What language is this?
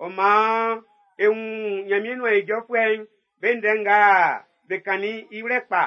Baoulé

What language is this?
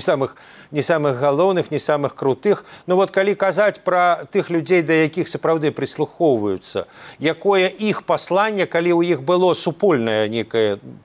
Belarusian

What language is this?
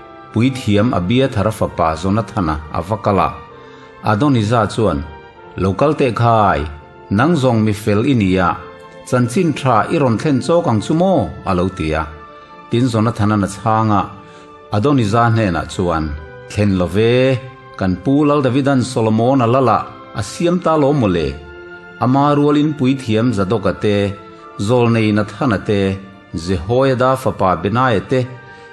Mizo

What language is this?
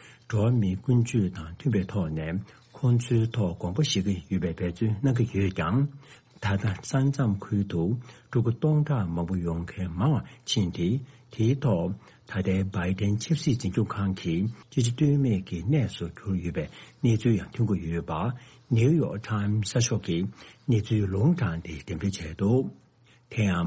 Tibetan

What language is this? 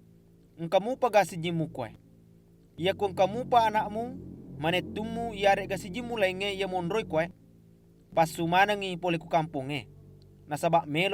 Buginese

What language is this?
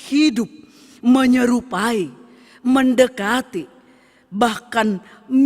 Batak Simalungun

